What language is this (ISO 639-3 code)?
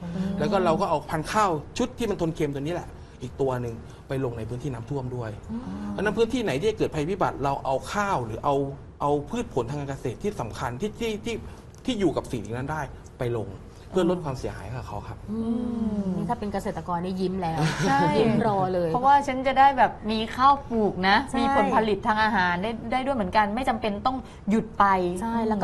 tha